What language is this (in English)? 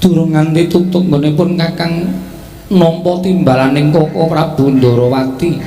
Javanese